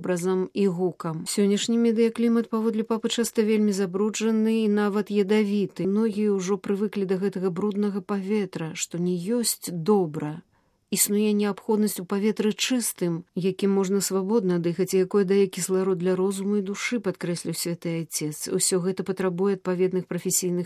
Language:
Belarusian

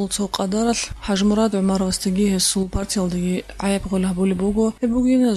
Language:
Avaric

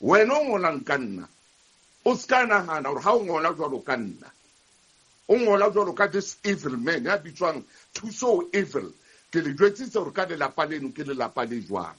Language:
Southern Sotho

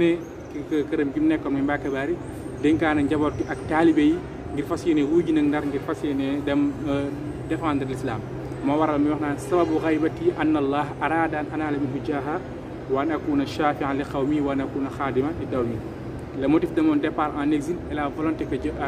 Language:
Wolof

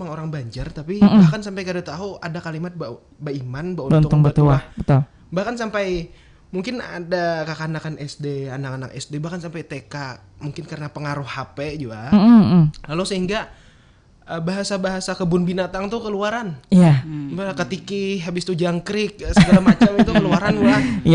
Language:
Banjar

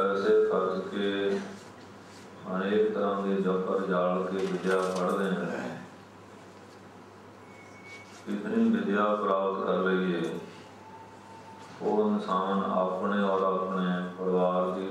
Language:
Punjabi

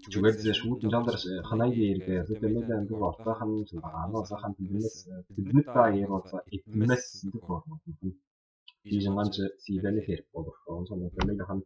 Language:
Tuvinian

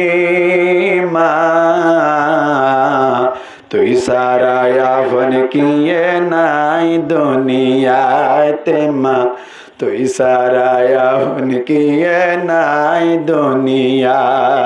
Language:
Rohingya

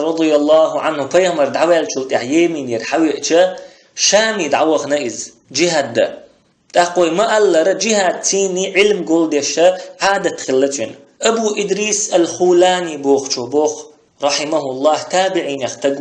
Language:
Chechen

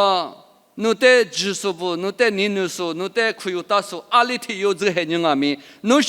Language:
Lisu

